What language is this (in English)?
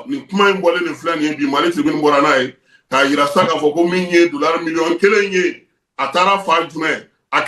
Bambara